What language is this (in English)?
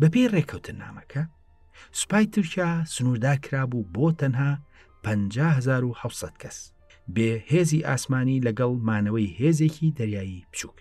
Central Kurdish